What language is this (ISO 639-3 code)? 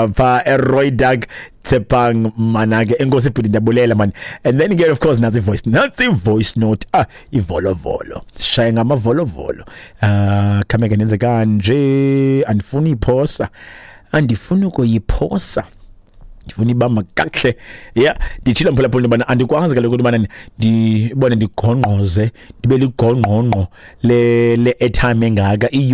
xho